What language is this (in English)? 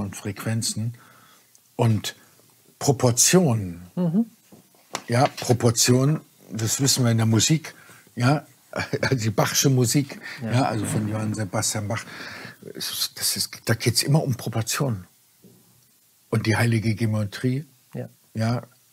German